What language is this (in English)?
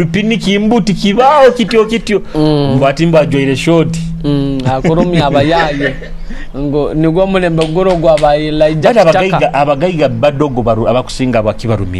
Nyoro